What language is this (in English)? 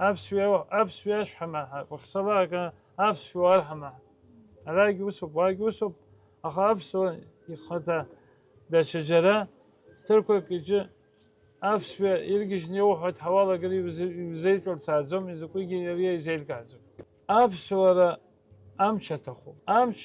Abkhazian